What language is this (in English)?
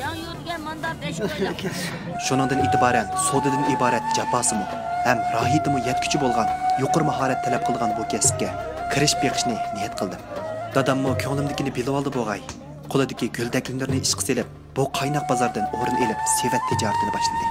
Uyghur